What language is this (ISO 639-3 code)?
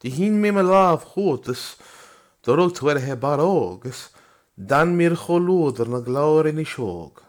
gle